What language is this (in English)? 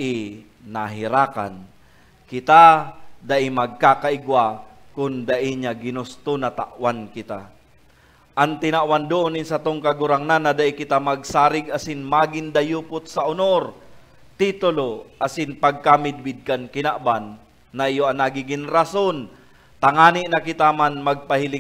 Bikol